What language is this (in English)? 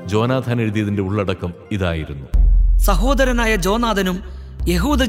Malayalam